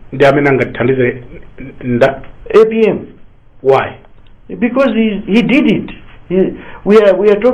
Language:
Nyanja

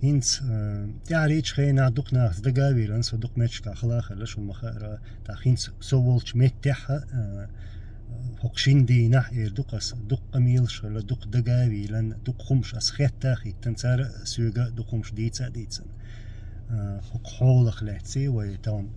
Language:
Chechen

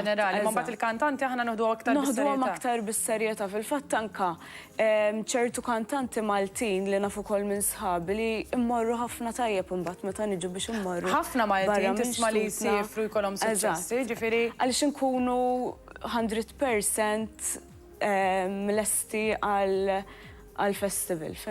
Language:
Maltese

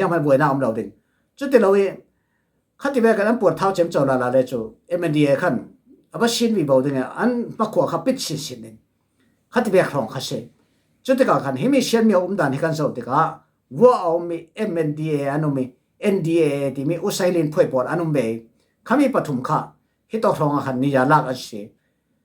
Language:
Falam Chin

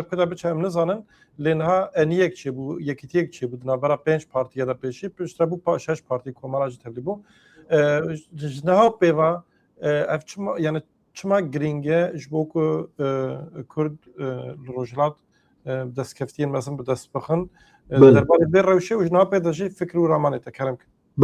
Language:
Kurdish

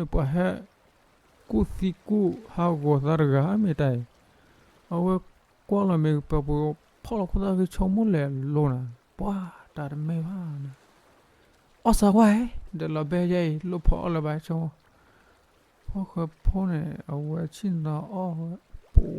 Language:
S'gaw Karen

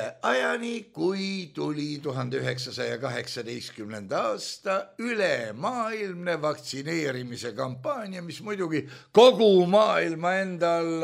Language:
Estonian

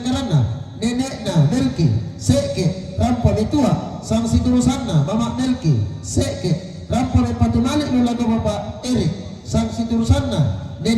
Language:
Toraja-Sa'dan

